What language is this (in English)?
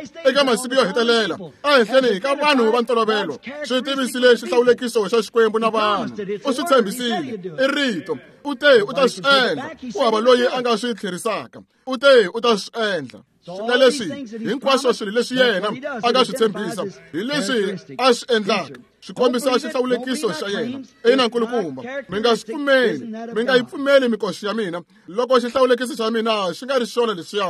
Tsonga